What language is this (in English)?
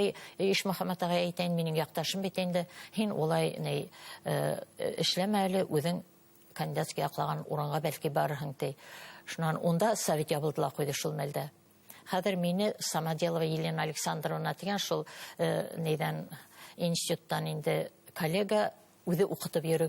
Bashkir